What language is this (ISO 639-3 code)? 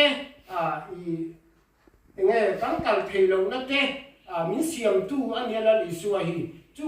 lus